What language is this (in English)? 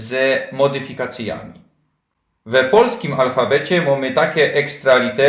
Silesian